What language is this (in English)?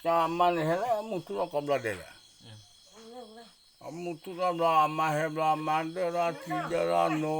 S'gaw Karen